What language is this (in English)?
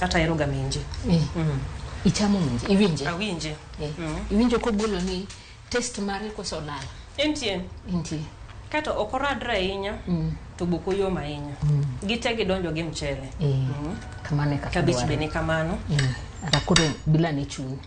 Luo (Kenya and Tanzania)